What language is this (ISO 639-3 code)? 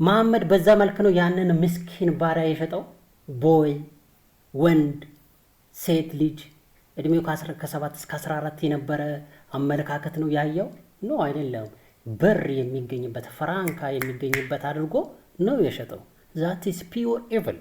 amh